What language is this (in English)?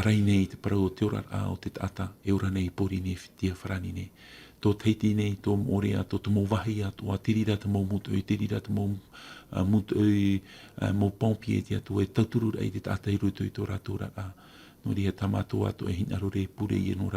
Tahitian